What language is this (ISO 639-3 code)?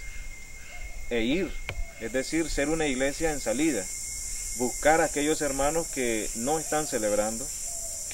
spa